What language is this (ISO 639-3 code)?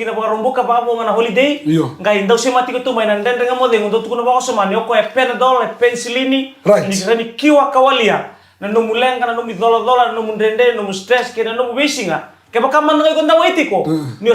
fij